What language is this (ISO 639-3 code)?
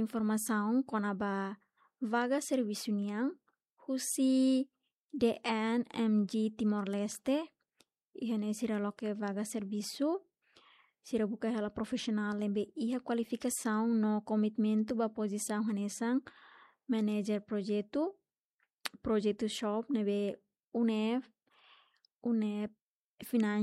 tet